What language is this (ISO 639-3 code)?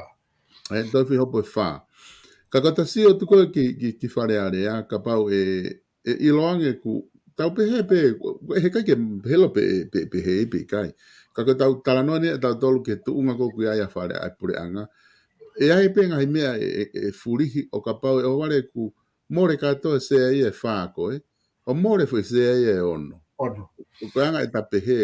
ton